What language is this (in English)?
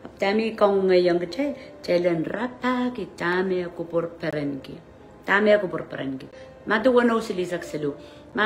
Pohnpeian